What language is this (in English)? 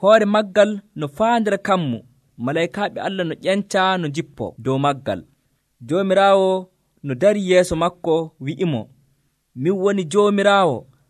Nigerian Fulfulde